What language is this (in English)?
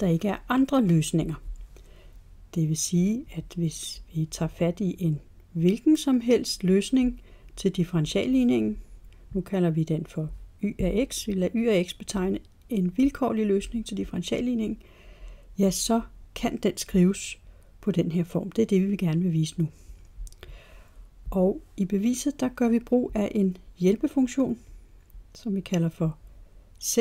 Danish